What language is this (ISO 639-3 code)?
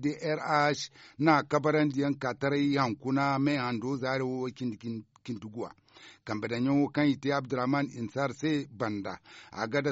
dje